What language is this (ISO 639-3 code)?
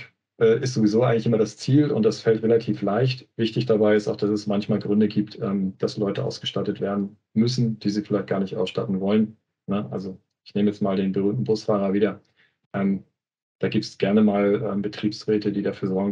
deu